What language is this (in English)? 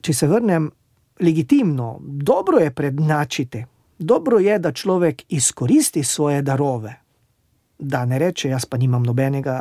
Slovenian